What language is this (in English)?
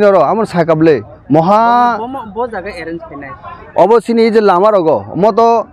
Kok Borok